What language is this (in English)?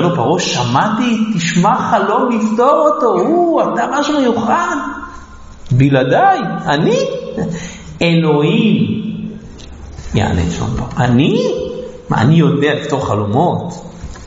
Hebrew